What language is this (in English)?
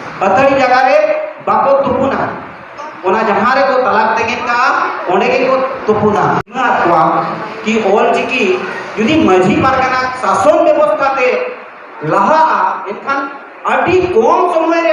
Santali